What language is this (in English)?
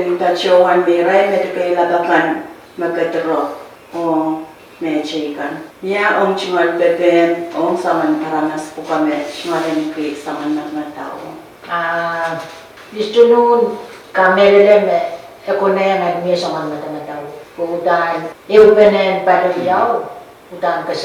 Pohnpeian